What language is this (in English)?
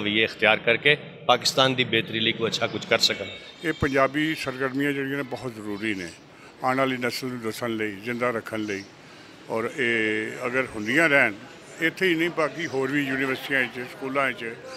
Western Panjabi